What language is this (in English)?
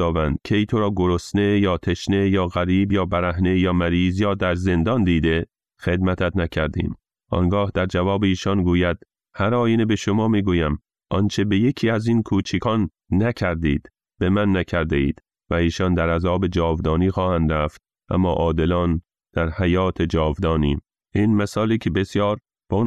Persian